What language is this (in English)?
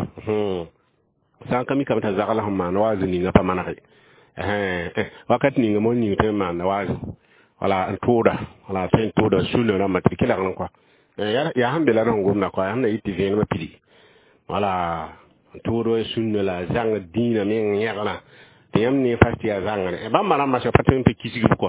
Mossi